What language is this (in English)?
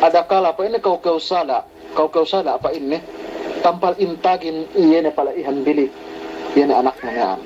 Yakan